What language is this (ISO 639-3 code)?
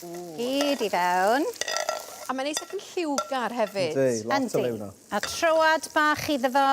cym